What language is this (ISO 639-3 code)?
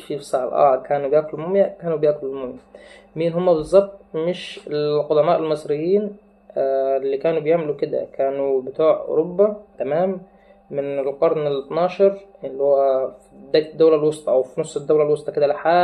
arz